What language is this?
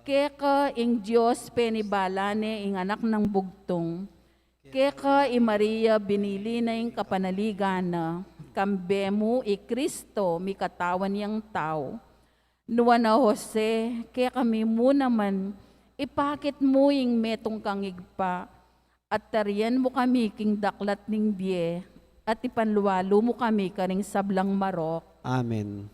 Pampanga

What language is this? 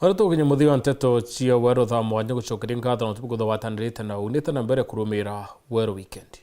Meru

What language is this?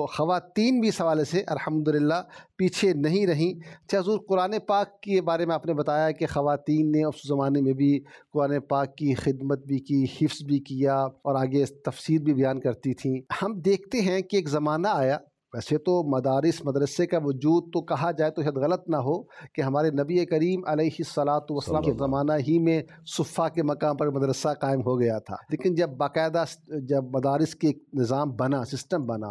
Urdu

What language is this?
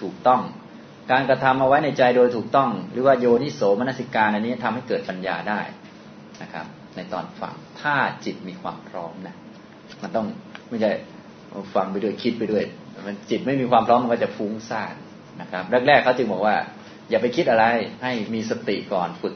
Thai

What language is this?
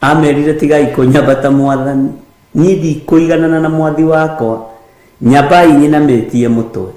Kikuyu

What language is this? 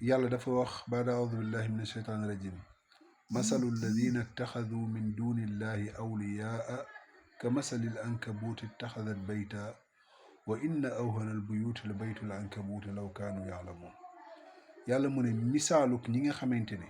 Wolof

